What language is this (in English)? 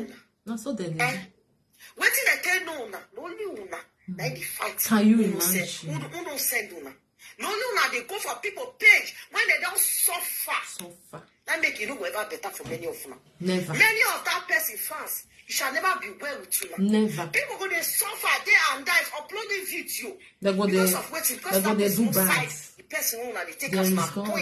Nigerian Pidgin